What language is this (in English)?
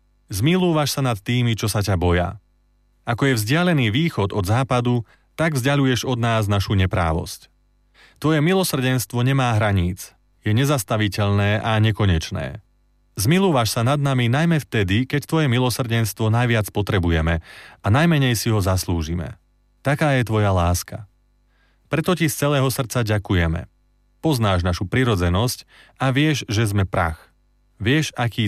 Slovak